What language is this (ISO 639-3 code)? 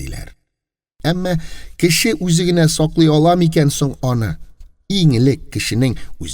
tat